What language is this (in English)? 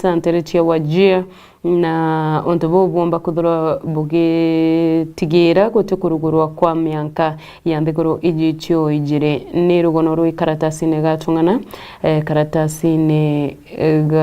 Meru